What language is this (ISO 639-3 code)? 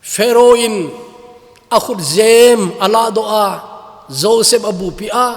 tcz